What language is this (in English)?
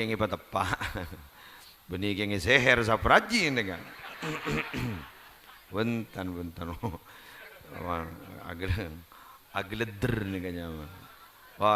Madurese